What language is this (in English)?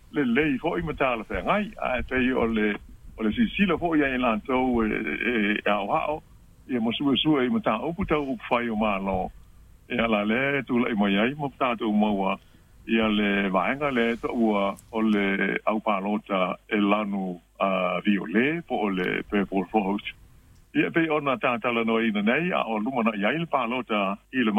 Samoan